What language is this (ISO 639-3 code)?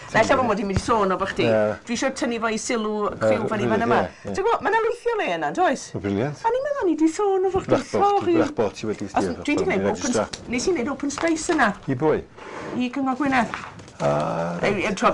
cym